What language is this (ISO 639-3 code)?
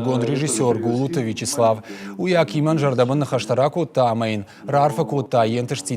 oss